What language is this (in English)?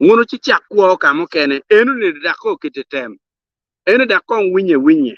Acoli